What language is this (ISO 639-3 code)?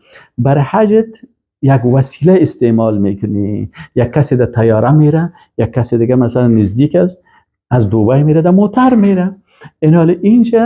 fas